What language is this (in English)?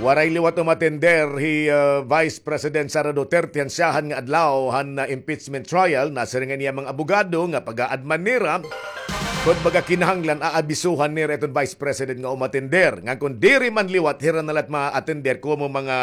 Waray